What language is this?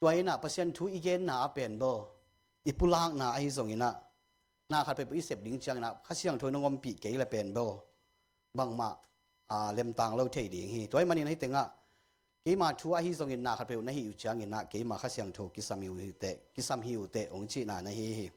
Tedim Chin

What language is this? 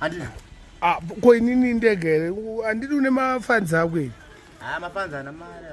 Shona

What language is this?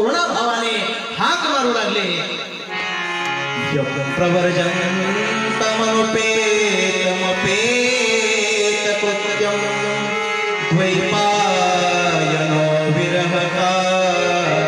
Marathi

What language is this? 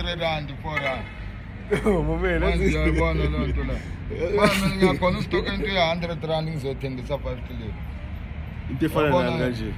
Zulu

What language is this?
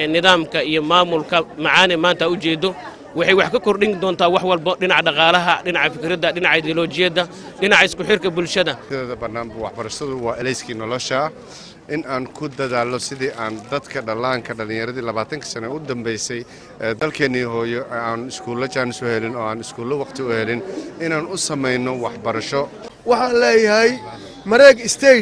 Somali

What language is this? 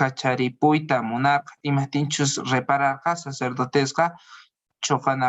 Quechua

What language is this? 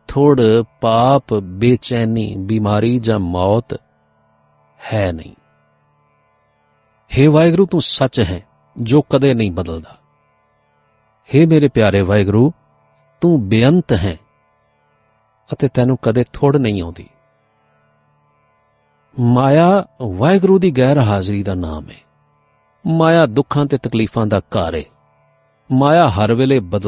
Punjabi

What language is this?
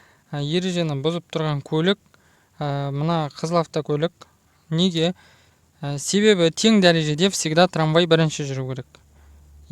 Kazakh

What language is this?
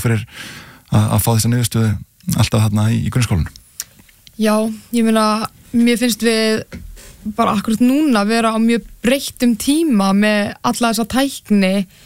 Icelandic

